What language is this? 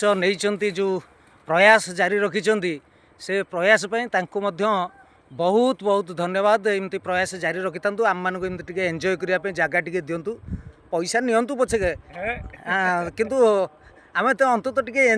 Odia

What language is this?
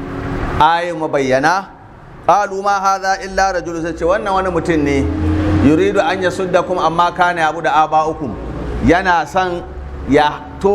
Hausa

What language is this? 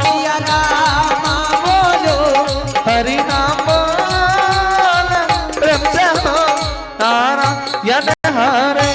Angika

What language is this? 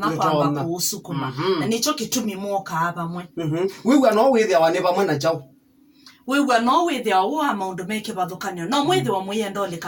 Kamba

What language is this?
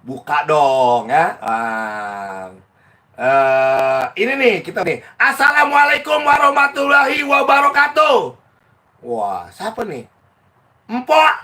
Betawi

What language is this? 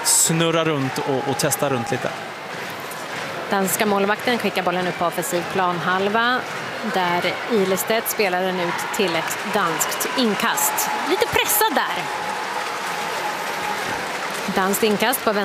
Swedish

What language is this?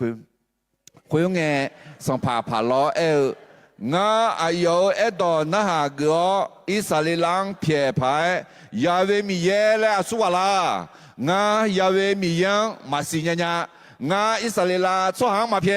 Akha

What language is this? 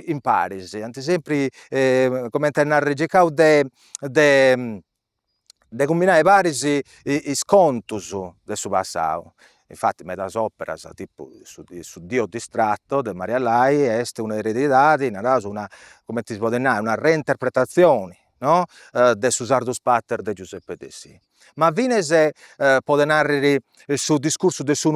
Sardinian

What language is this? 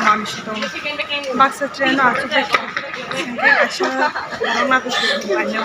Kok Borok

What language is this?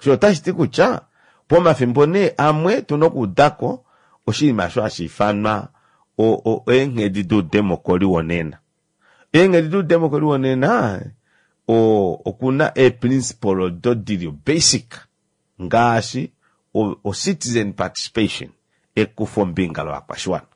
Kuanyama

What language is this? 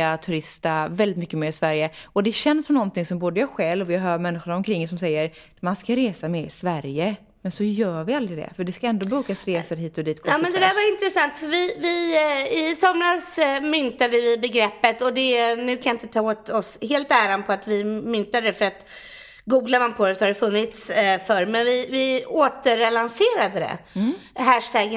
Swedish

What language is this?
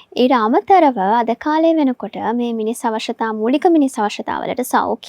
Sinhala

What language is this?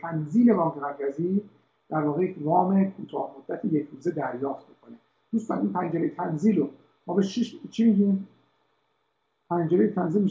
Persian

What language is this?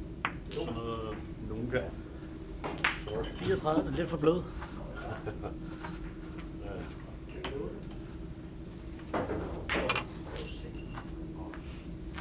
Danish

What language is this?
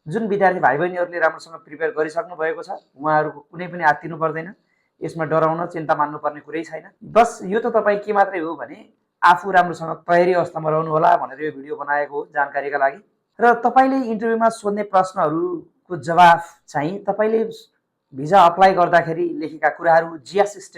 Nepali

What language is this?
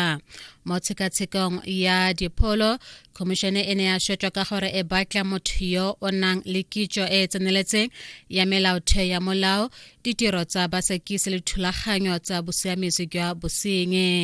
Tswana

